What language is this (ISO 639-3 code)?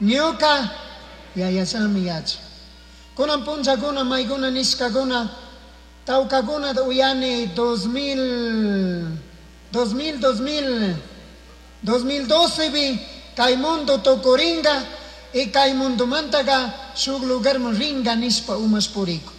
qug